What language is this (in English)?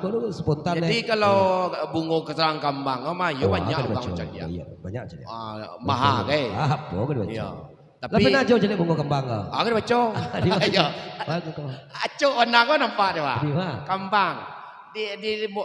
Minangkabau